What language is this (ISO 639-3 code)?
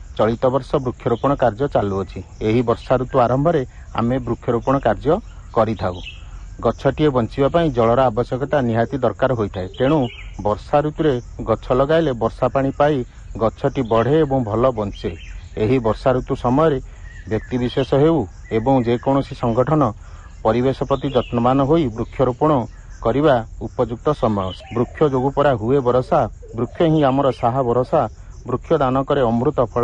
ori